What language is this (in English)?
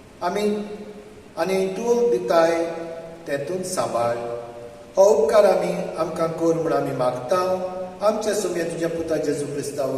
Konkani